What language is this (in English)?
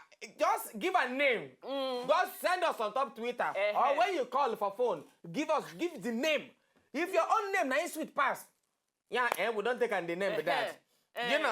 Nigerian Pidgin